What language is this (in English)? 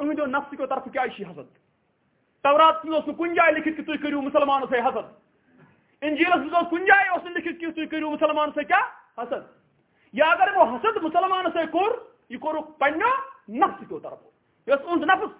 Kashmiri